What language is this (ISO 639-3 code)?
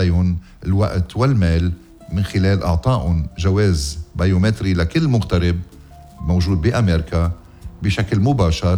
apc